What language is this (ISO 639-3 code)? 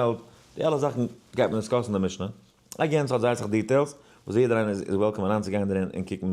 yid